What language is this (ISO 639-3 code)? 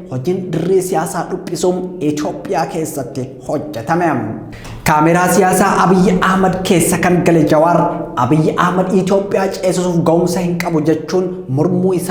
orm